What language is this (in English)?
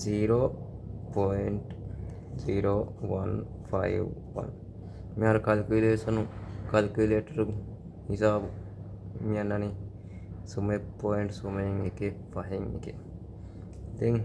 Divehi